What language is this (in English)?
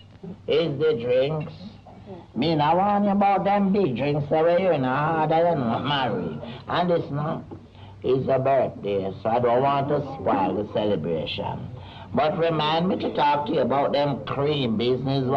Jamaican Creole English